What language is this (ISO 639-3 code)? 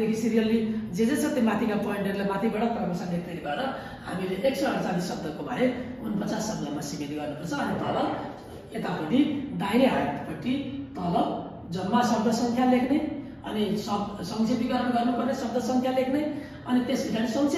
nep